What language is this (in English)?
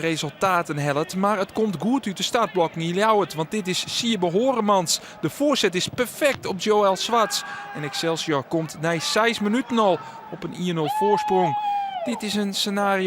Western Frisian